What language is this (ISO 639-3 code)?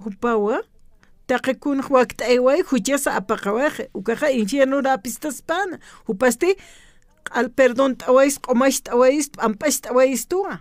aym